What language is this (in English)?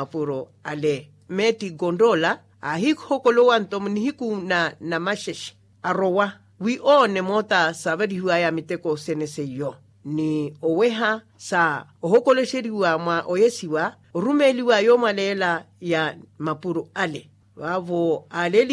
Makhuwa